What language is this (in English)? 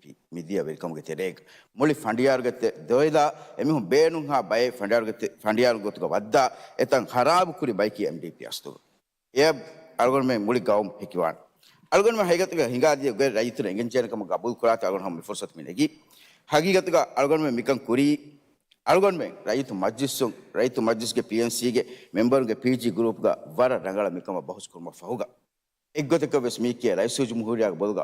Divehi